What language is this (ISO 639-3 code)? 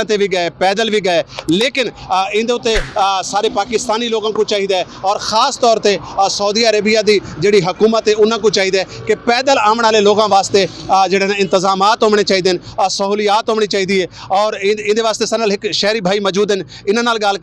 skr